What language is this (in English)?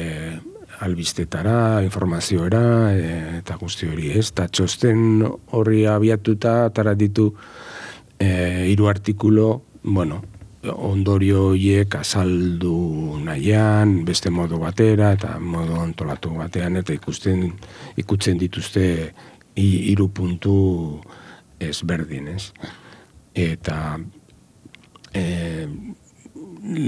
Basque